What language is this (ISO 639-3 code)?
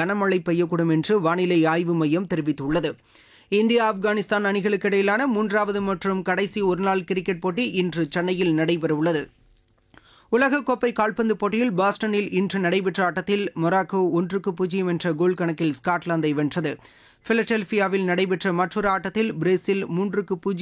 tam